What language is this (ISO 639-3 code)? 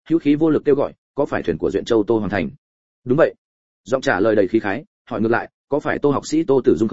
vie